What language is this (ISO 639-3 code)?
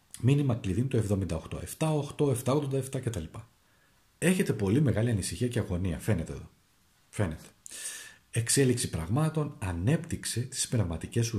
ell